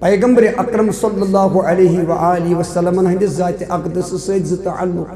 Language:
Kashmiri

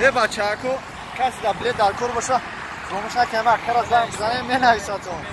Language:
Tajik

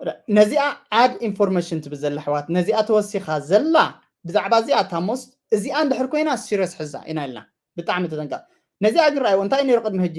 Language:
Tigrinya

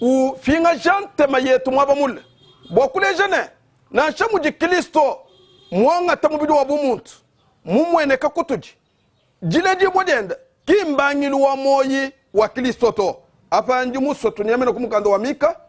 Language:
Luba-Lulua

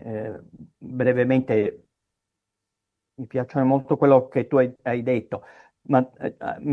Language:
Italian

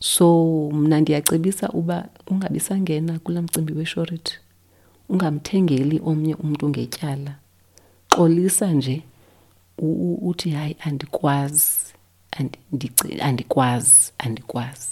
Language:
Xhosa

